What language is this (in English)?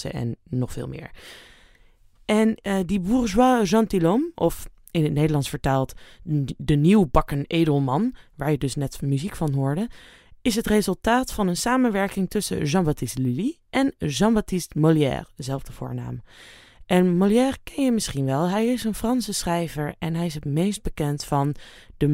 Dutch